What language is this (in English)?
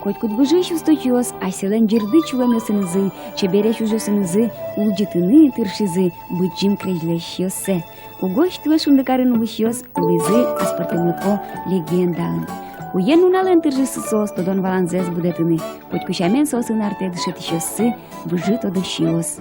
Udmurt